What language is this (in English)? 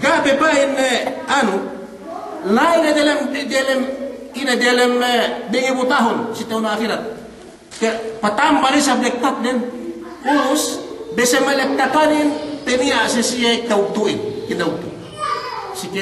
Yakan